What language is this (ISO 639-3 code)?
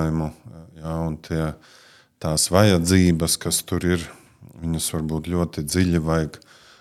lav